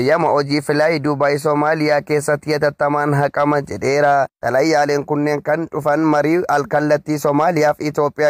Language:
Oromo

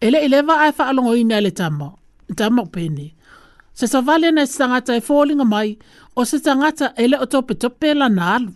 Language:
Samoan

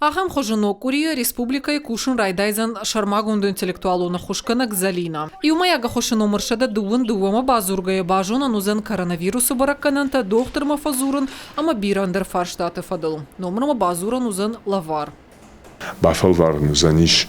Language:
Ossetic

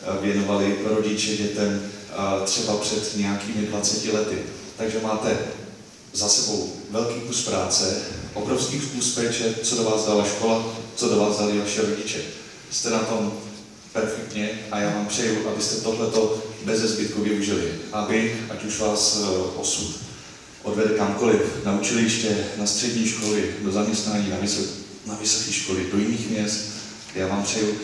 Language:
Czech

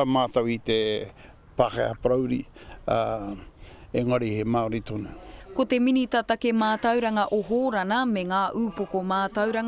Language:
Māori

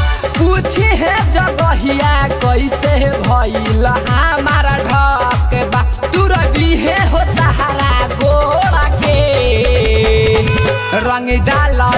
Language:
Bhojpuri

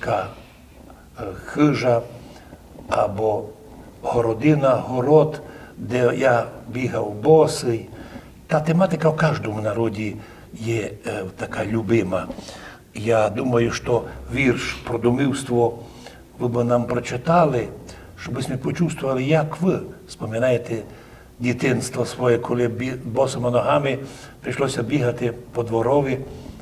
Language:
Rusyn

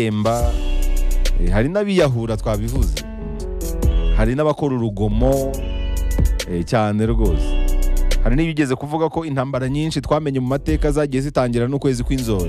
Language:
Kinyarwanda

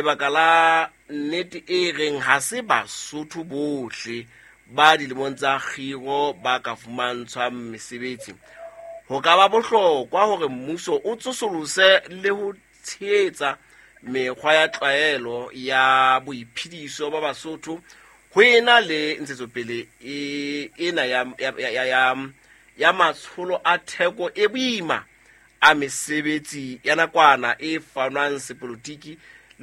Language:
Southern Sotho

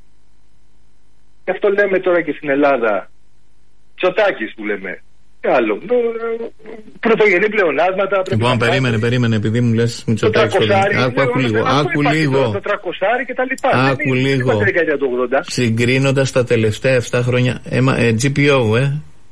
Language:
Greek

